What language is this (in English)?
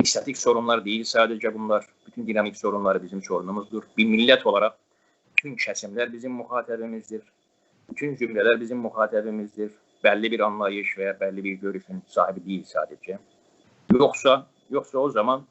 South Azerbaijani